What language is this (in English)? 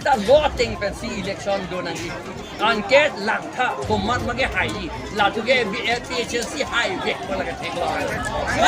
Karbi